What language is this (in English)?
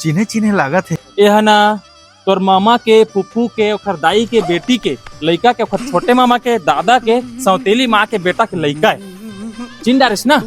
Chhattisgarhi